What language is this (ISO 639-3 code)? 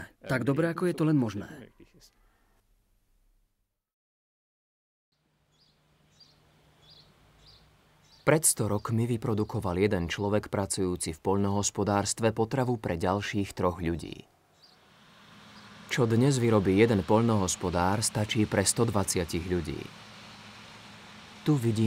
slk